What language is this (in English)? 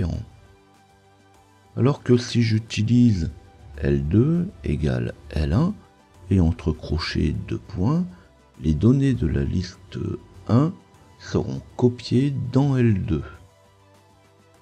French